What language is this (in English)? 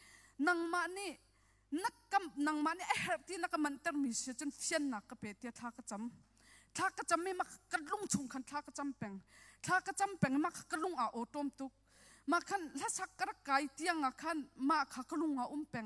Hakha Chin